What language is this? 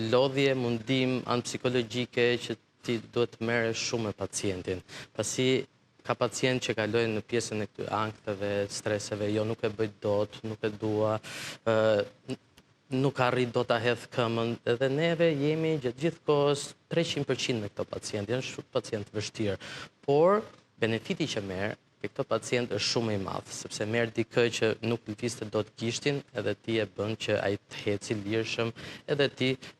Albanian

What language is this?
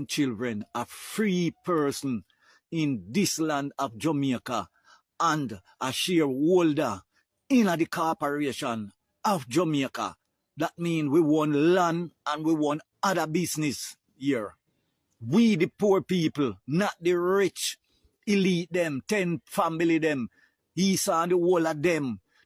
Jamaican Creole English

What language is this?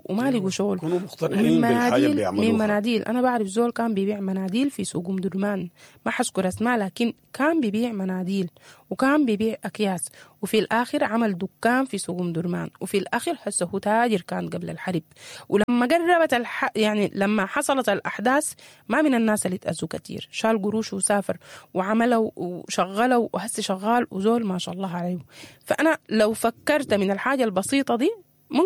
Sudanese Arabic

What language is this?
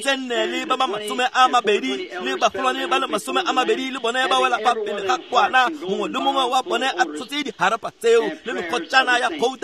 Tswana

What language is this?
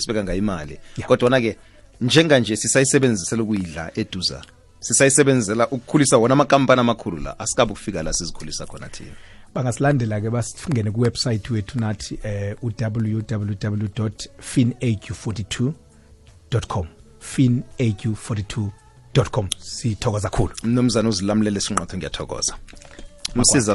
South Ndebele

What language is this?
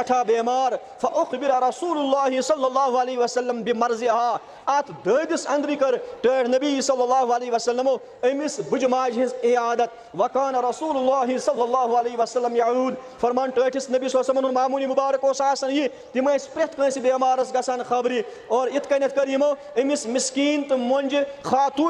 Kashmiri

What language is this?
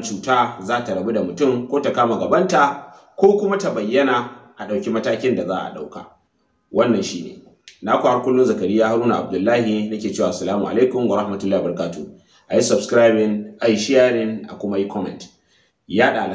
Hausa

